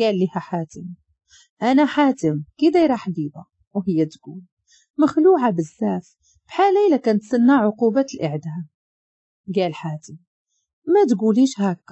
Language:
Moroccan Arabic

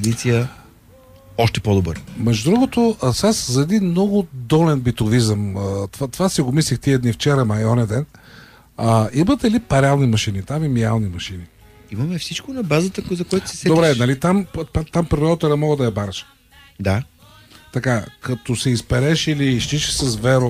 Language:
Bulgarian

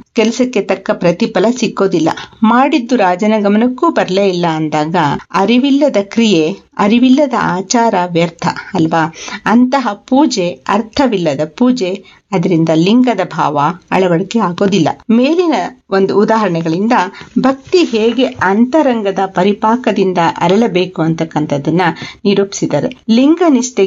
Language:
Kannada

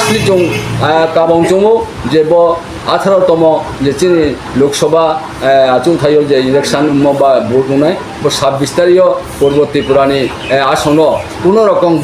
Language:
Riang (India)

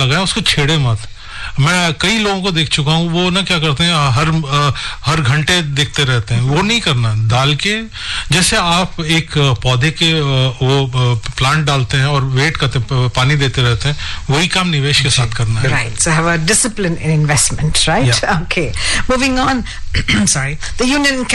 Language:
Hindi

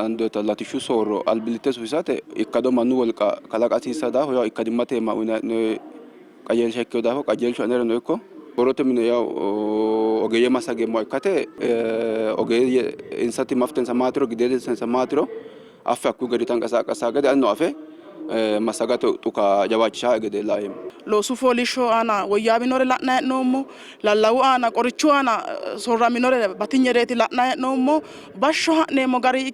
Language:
Sidamo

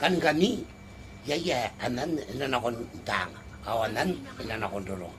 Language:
Gilbertese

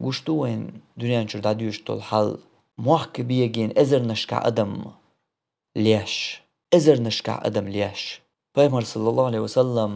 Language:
Chechen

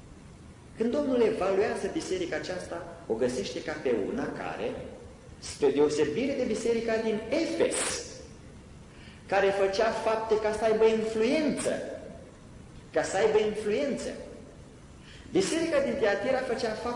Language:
Romanian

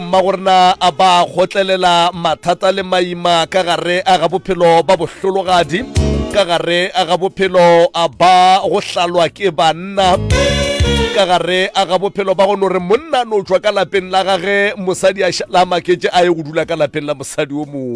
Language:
Northern Sotho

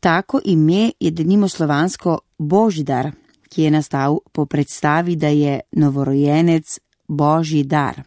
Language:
Slovenian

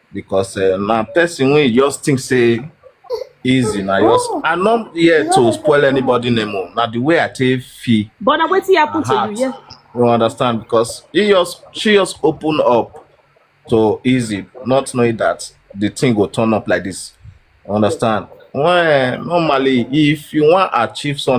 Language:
Nigerian Pidgin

